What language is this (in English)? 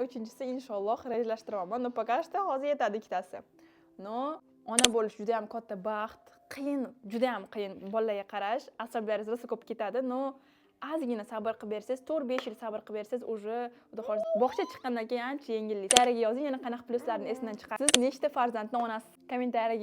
Uzbek